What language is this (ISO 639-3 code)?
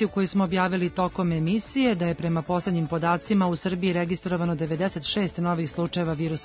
srp